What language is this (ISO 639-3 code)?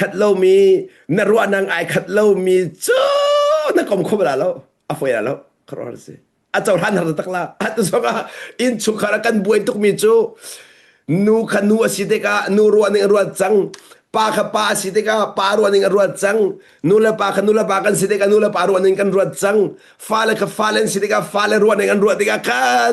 cnh